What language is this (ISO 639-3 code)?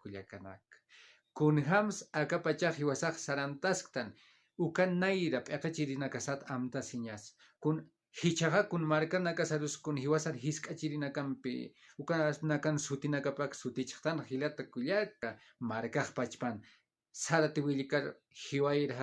aym